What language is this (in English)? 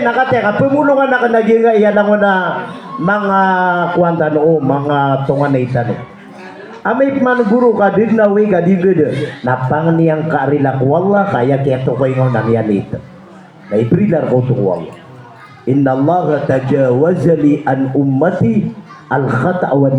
Maranao